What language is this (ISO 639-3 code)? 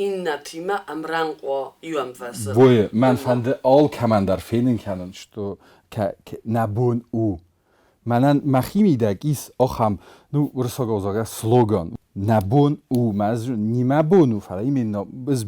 oss